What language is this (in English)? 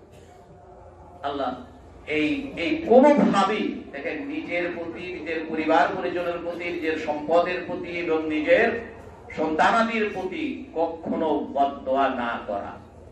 Bangla